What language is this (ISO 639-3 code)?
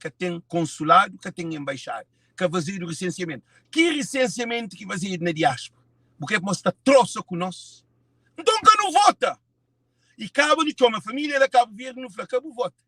kea